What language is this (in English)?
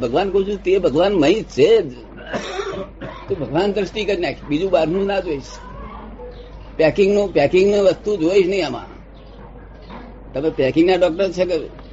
Gujarati